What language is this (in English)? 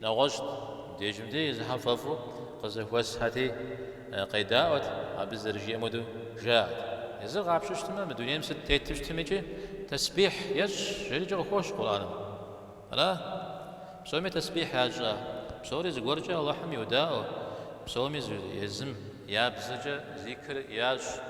Kabardian